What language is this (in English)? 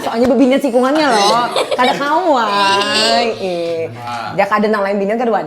Banjar